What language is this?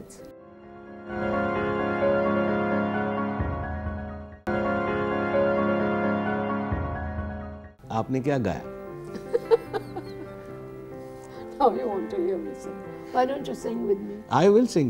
Urdu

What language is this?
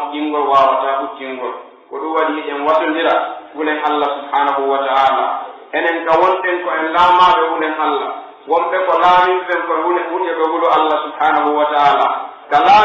Pular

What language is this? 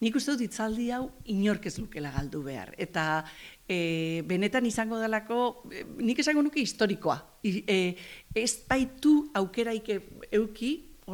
Basque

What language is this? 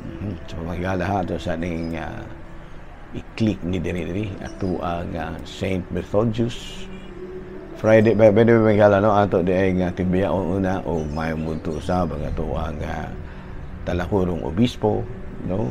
Cebuano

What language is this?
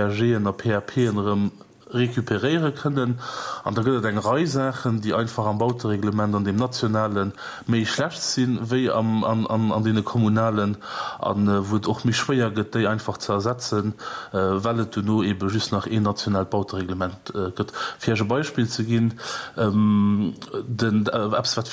Luxembourgish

